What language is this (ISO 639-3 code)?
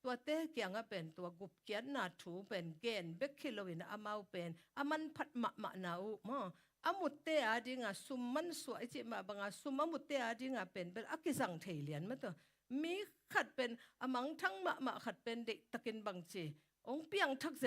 ctd